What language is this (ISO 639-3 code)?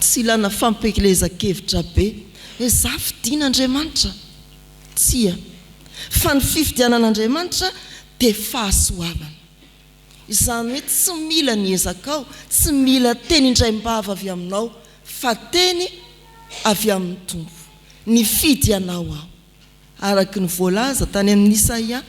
mlg